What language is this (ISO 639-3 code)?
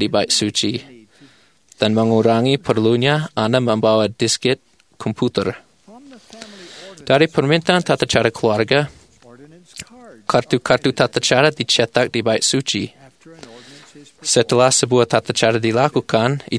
ind